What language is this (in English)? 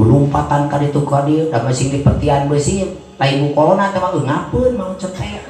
Sundanese